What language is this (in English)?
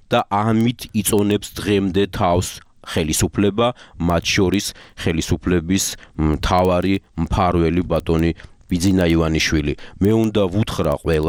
Georgian